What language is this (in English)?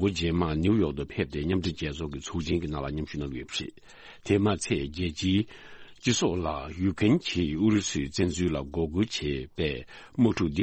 Tibetan